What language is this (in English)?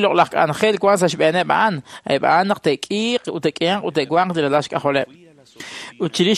Kekchí